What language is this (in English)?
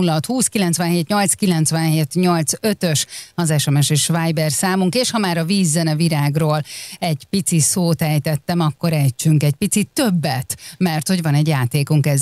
Hungarian